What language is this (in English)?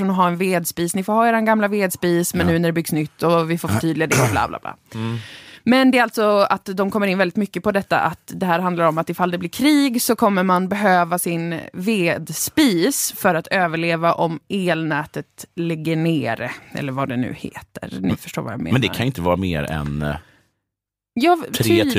Swedish